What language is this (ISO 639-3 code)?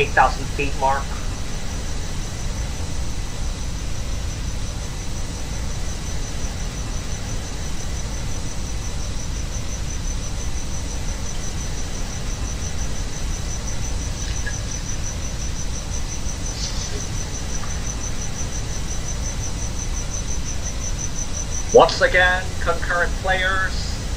eng